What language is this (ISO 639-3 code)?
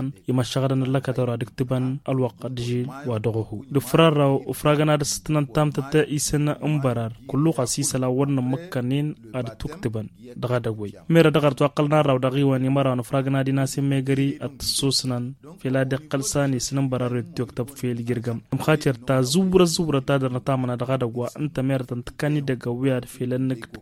taq